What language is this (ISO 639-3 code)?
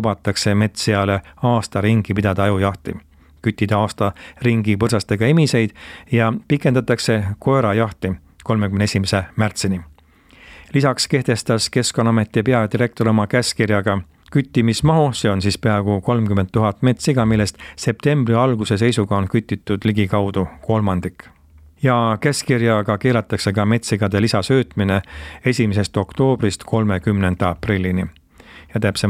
est